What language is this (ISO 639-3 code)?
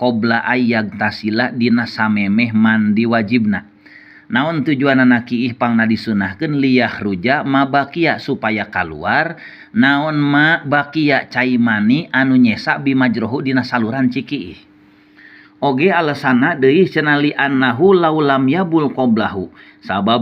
sun